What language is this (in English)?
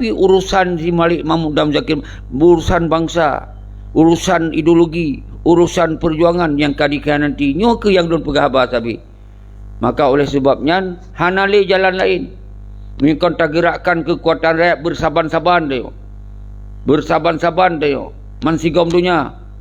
Achinese